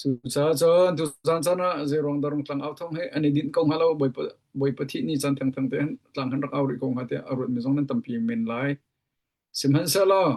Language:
Hakha Chin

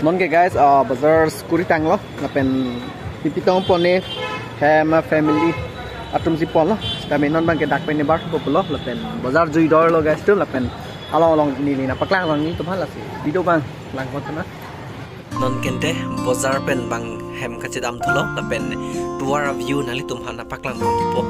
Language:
Karbi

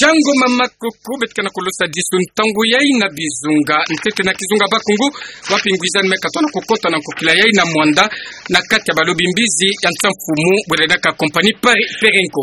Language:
Kituba (Democratic Republic of Congo)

